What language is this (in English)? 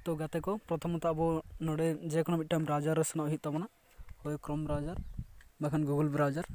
Santali